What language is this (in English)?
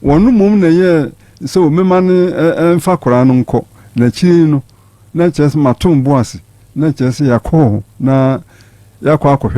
Akan